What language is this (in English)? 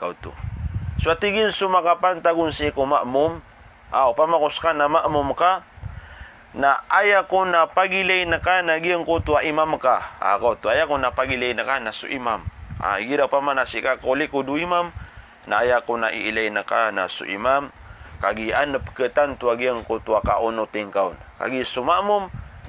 Maranao